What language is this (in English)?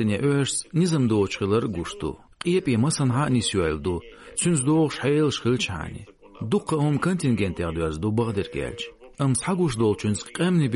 Chechen